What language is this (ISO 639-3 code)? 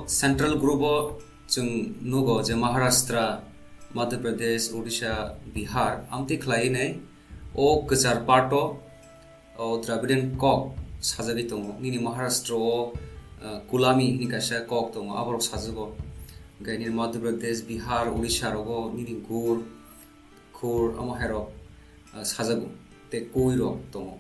trp